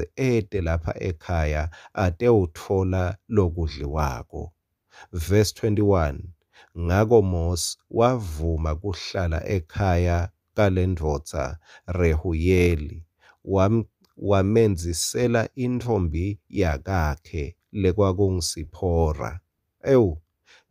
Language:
Swati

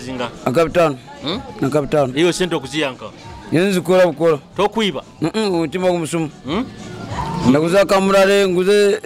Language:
Nyoro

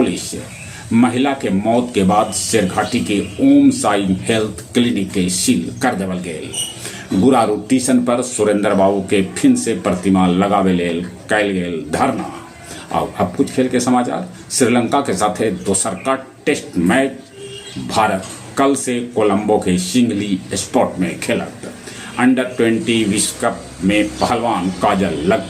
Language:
Magahi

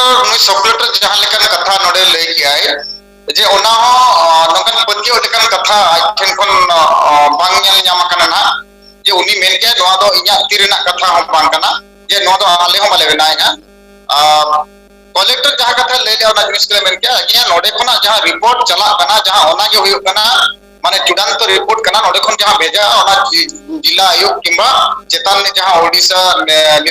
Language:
Santali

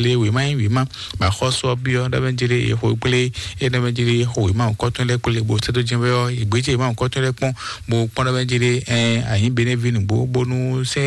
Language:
Fon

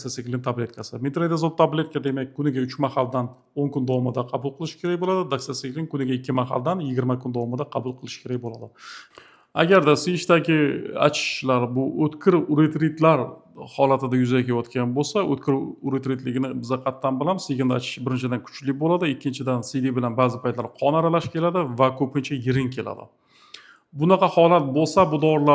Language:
Uzbek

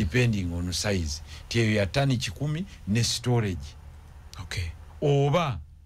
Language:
Ganda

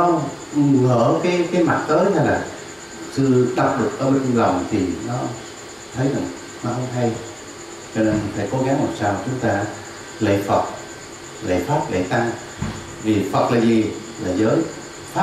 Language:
Vietnamese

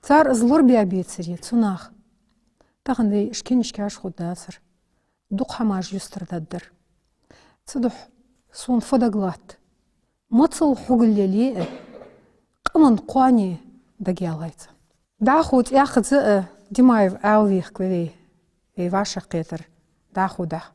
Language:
Ingush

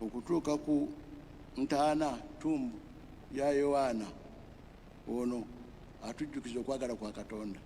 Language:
Ganda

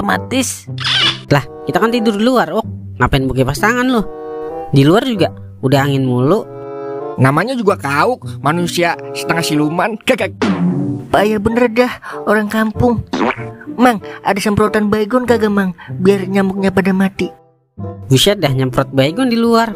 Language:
Betawi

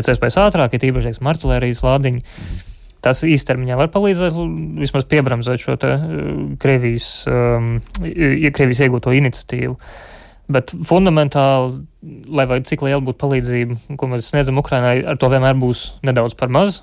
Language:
Latvian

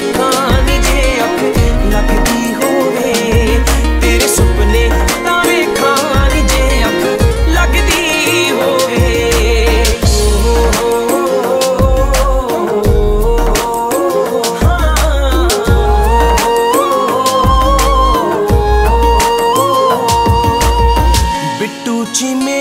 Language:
Punjabi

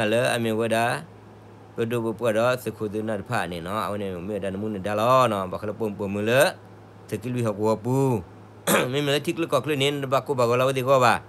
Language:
S'gaw Karen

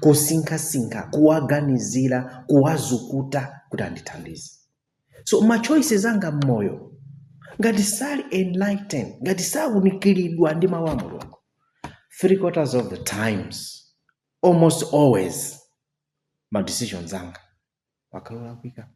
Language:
Nyanja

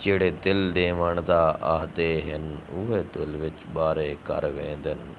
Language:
Saraiki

